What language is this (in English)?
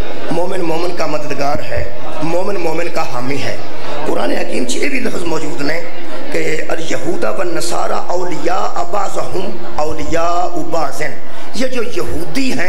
Urdu